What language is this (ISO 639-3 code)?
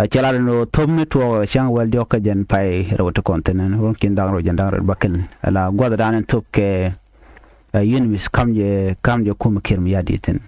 nus